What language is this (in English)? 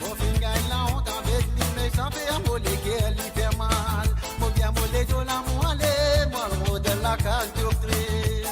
Morisyen